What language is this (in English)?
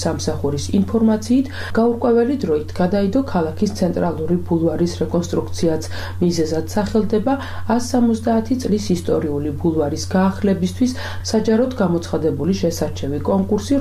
Georgian